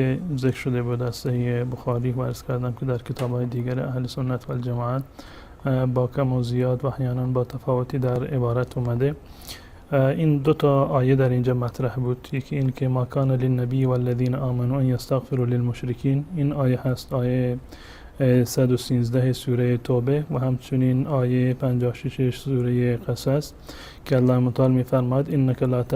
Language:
Persian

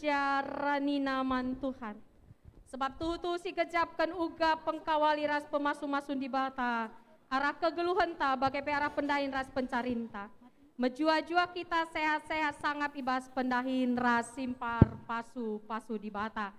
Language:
Batak Karo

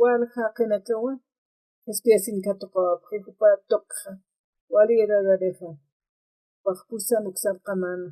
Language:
Aymara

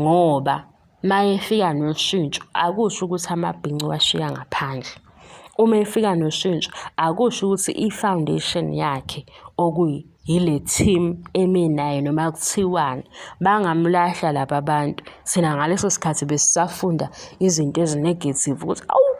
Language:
Zulu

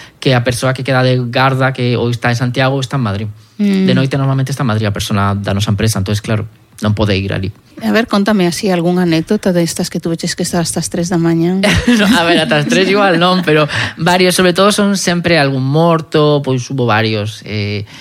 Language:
Galician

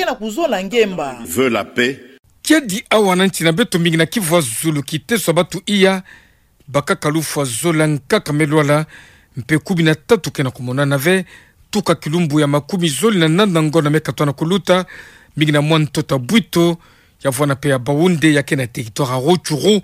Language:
Kituba (Democratic Republic of Congo)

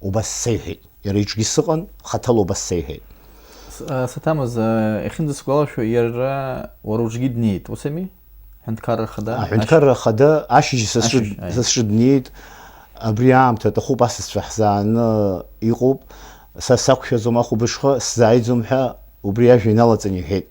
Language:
Abkhazian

